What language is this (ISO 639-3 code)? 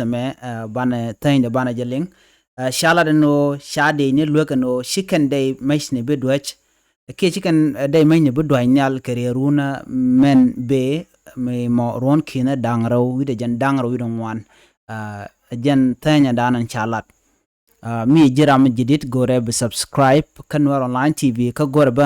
nus